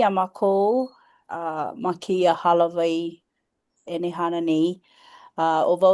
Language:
Hawaiian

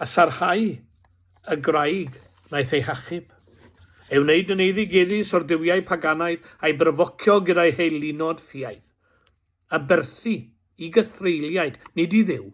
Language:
Welsh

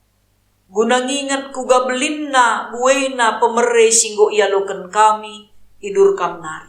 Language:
Batak Karo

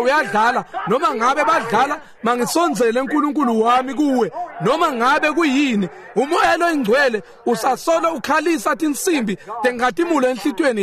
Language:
Swati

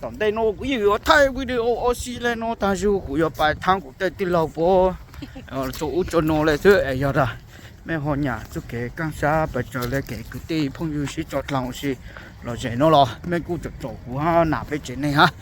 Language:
Hmong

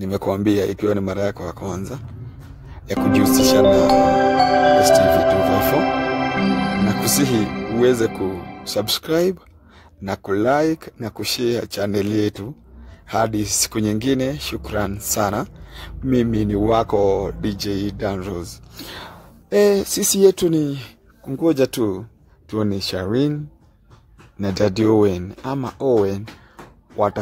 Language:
Swahili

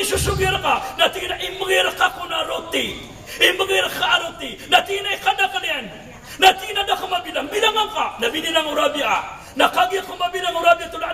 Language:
Maranao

